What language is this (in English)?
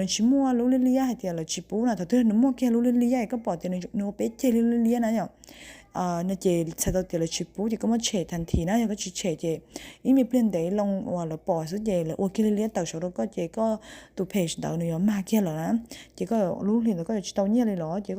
Hmong